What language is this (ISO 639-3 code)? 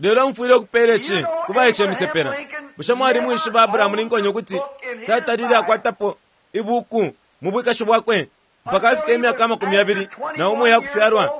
bem